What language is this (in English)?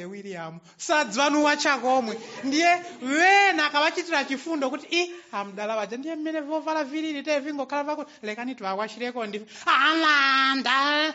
Nyanja